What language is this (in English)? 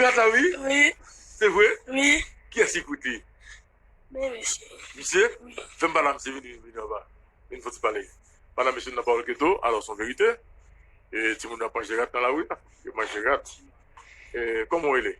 Haitian Creole